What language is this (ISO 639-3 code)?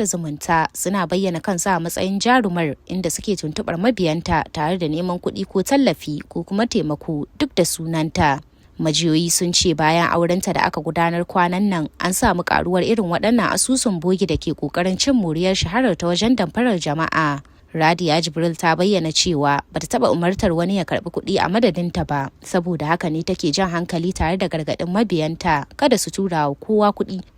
hau